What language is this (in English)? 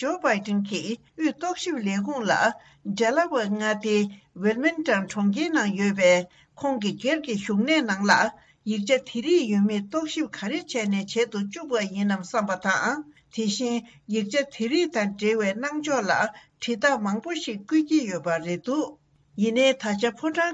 Tibetan